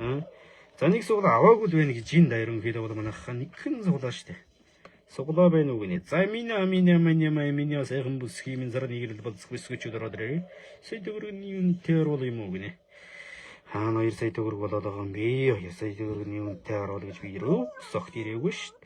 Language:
Mongolian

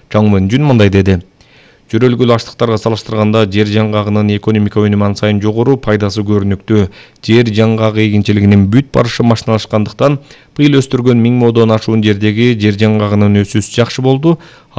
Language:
Kyrgyz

